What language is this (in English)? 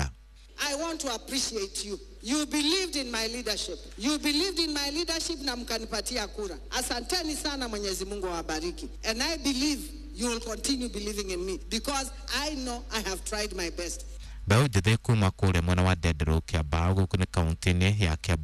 Kikuyu